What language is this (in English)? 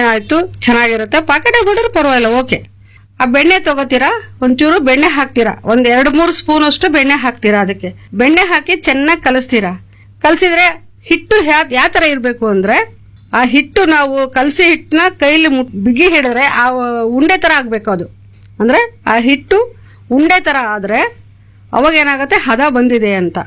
Kannada